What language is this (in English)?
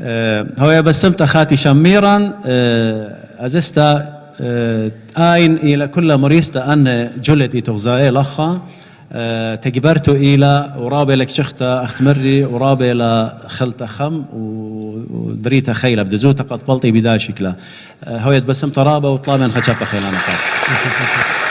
Assyrian Neo-Aramaic